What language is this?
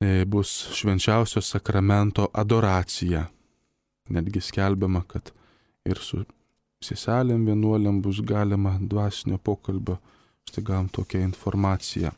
Lithuanian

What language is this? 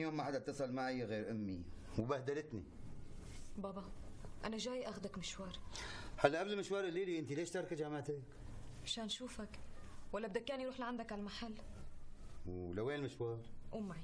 North Levantine Arabic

